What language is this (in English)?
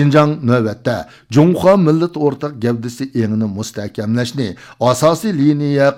Uyghur